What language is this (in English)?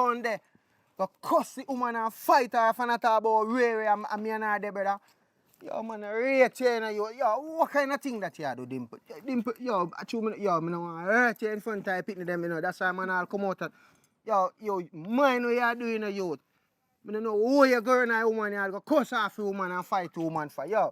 Jamaican Creole English